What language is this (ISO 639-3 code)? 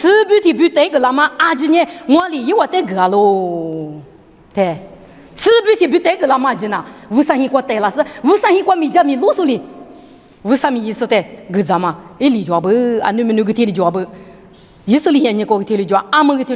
lis